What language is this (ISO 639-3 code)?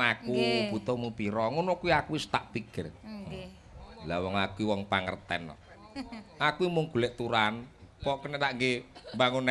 jav